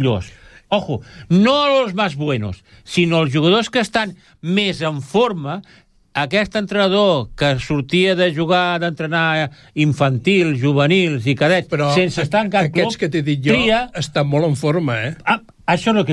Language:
Catalan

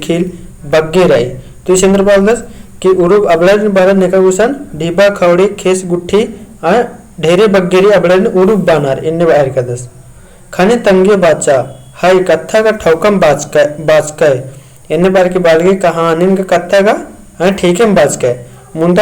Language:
Kurukh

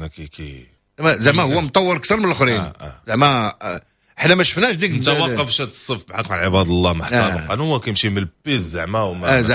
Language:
Moroccan Arabic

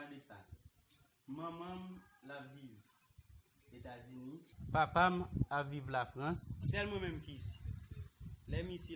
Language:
Haitian Creole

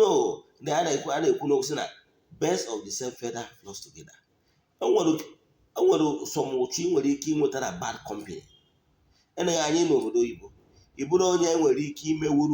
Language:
Igbo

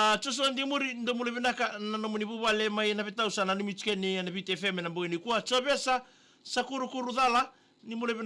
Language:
Fijian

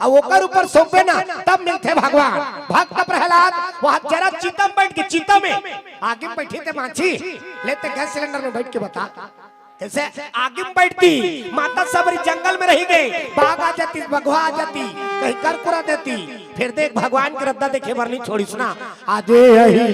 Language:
Chhattisgarhi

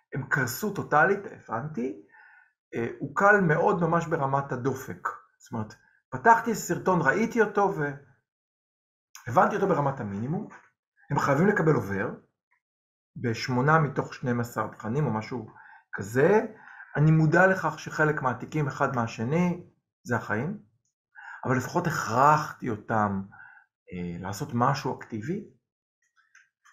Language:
Hebrew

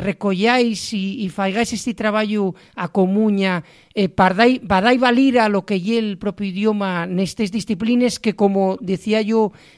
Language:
Asturian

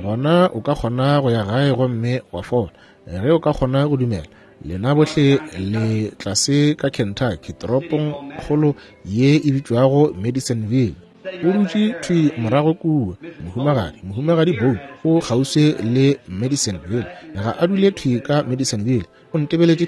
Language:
Northern Sotho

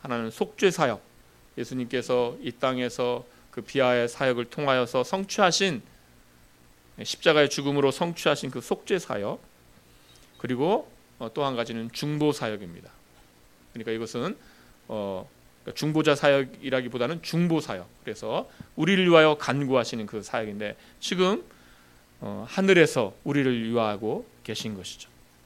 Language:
Korean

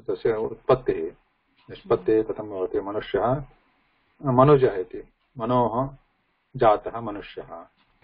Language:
Sanskrit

